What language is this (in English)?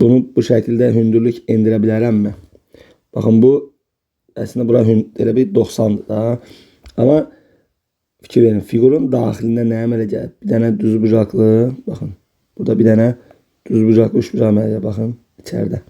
Azerbaijani